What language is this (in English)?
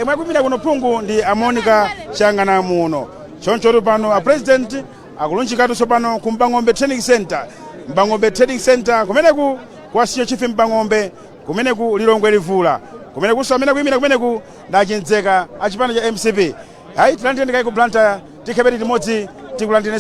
Nyanja